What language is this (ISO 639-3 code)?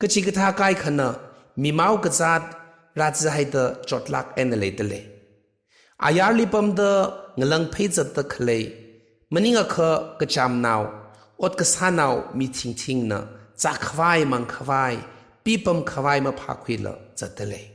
nmf